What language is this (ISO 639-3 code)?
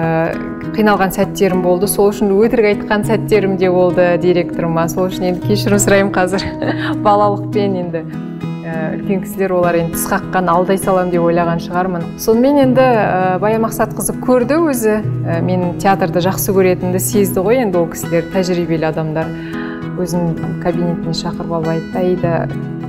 kaz